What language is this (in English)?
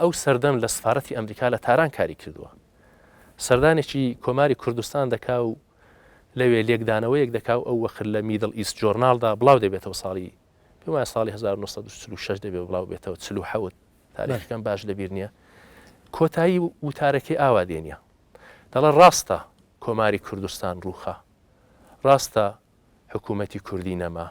Central Kurdish